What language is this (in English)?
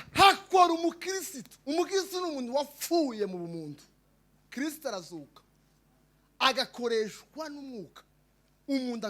Kinyarwanda